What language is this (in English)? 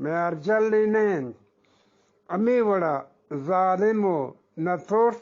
Eastern Balochi